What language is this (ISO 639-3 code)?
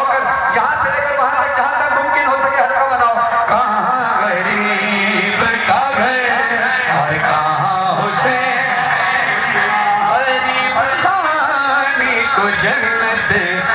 urd